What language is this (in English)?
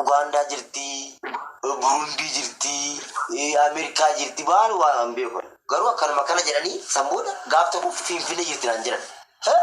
Oromo